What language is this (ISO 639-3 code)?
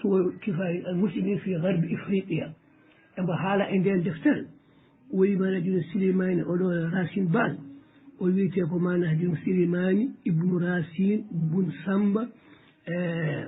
ful